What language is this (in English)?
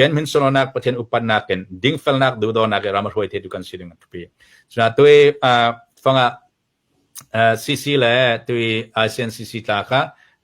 Falam Chin